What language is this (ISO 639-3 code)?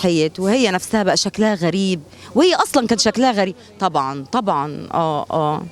arz